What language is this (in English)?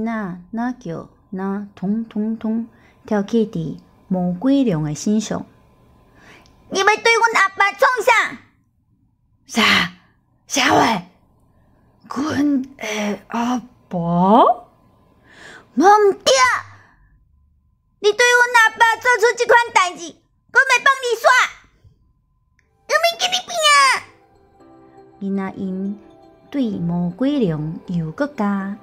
Min Nan Chinese